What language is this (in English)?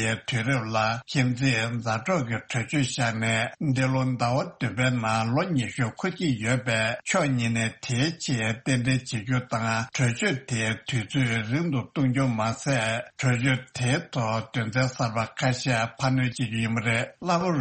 Tibetan